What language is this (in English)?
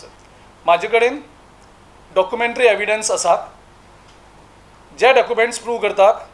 Konkani